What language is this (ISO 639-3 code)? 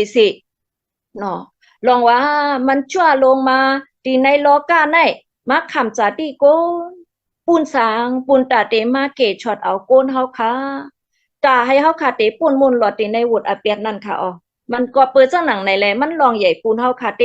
shn